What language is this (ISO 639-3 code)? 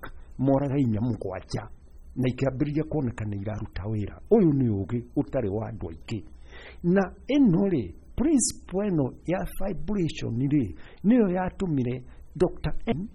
kik